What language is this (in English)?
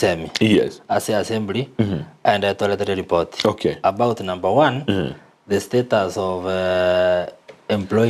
Gusii